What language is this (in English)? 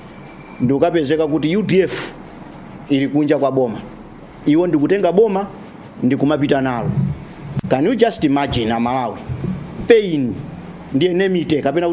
Nyanja